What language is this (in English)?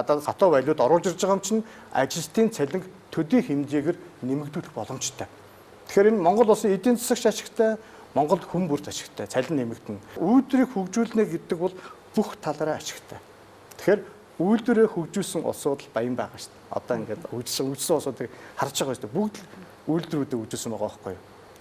Mongolian